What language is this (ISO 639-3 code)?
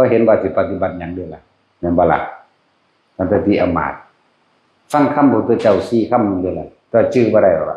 tts